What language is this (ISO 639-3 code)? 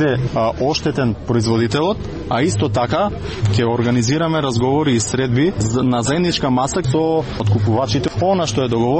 mkd